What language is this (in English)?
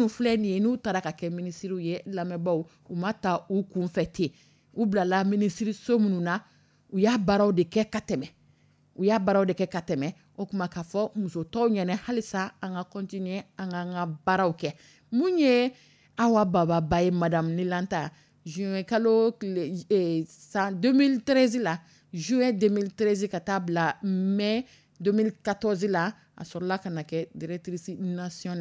Dyula